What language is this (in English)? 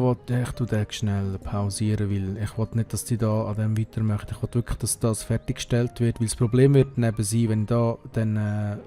Swiss German